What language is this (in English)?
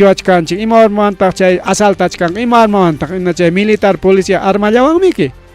Ayacucho Quechua